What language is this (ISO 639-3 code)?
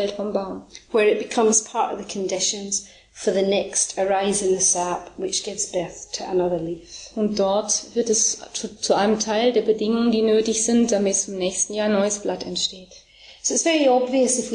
deu